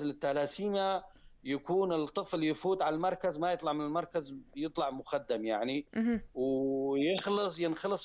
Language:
North Levantine Arabic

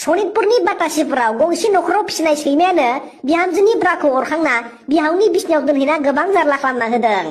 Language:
Bodo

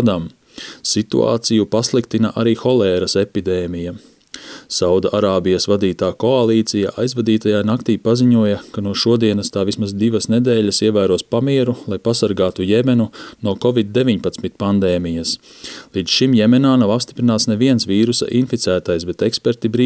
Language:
Latvian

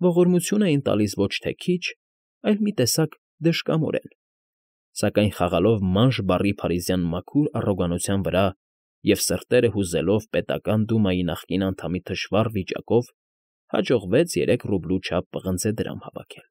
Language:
Armenian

